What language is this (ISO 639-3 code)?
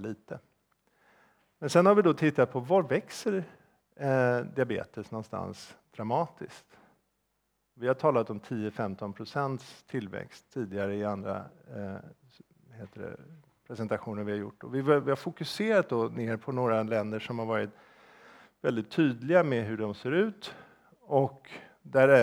swe